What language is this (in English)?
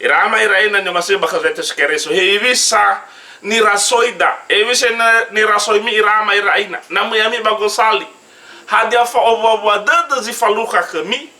Nias